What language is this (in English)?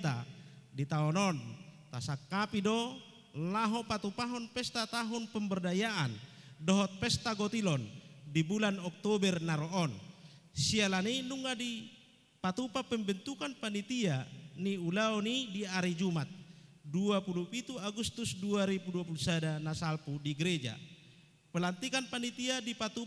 Batak Toba